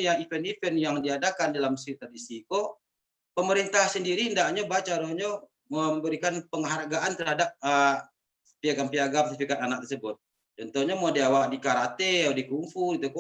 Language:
Minangkabau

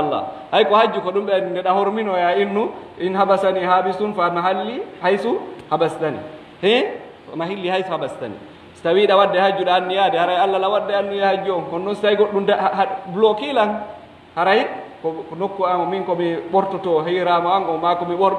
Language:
Pular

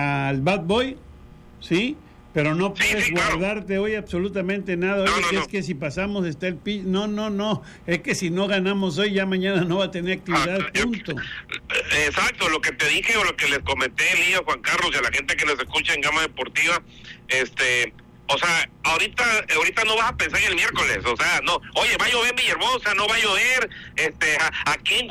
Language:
Spanish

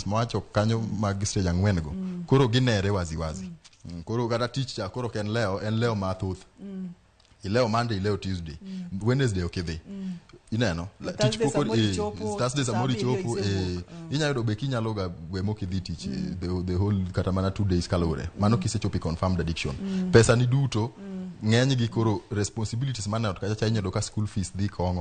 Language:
Luo (Kenya and Tanzania)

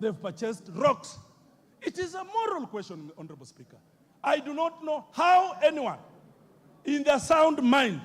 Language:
Kamba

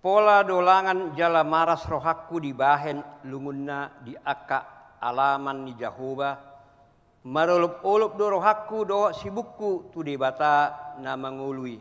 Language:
Batak Toba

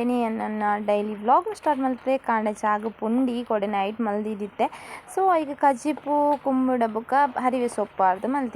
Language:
Tulu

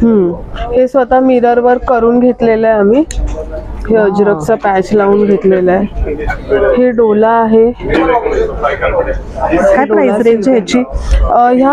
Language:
Marathi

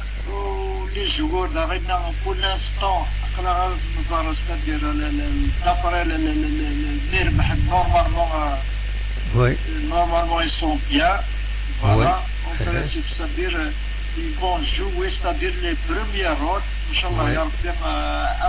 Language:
Kabyle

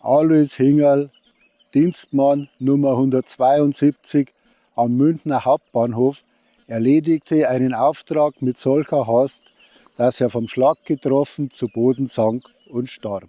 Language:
Bavarian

